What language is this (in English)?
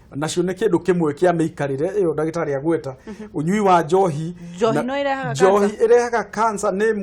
Kikuyu